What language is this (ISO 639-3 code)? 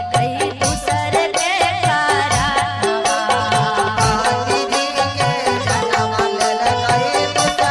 mag